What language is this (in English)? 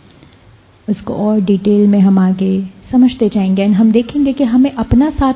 Hindi